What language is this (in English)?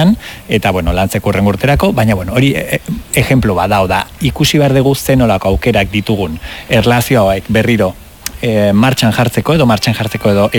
Basque